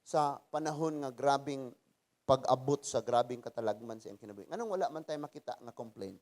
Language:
Cebuano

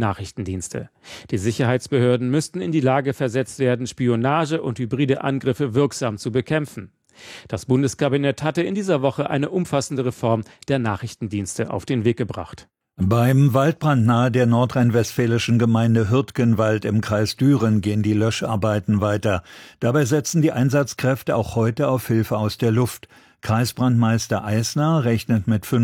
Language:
German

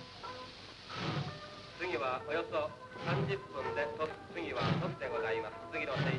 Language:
Japanese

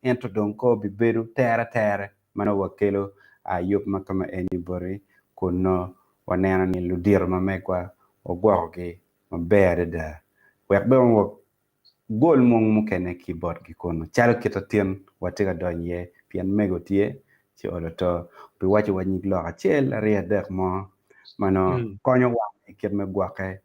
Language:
Acoli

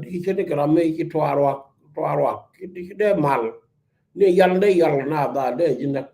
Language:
Nuer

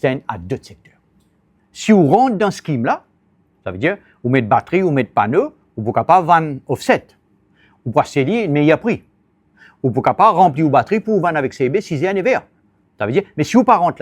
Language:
Morisyen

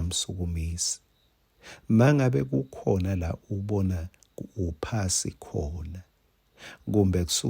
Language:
Swati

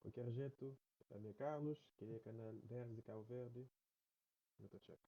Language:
Kabuverdianu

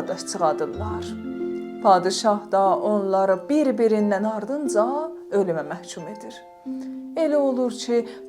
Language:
South Azerbaijani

